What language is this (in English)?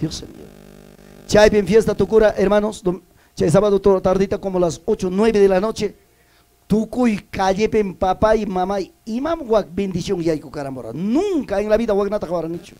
Ayacucho Quechua